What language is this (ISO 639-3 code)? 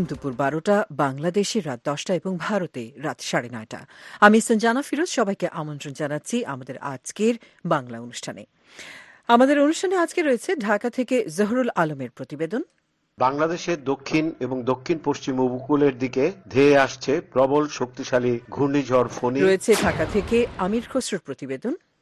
ben